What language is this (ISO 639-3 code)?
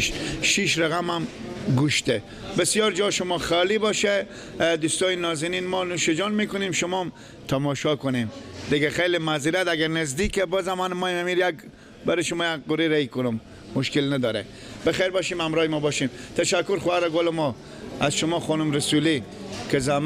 fas